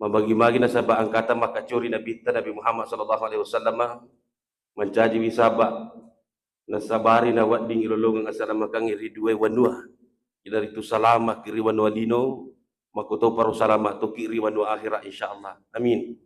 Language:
Buginese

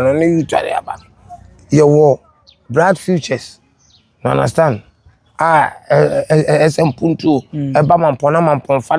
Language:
Akan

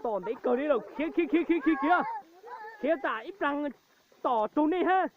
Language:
Hmong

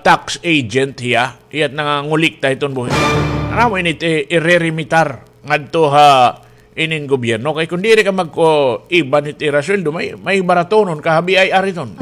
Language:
Waray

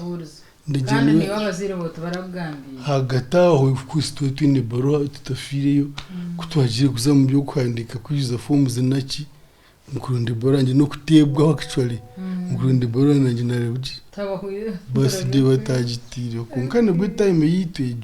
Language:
Nyankole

